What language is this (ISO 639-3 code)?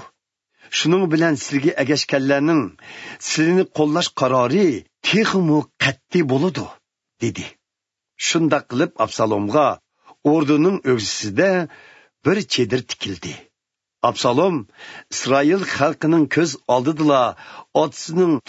uig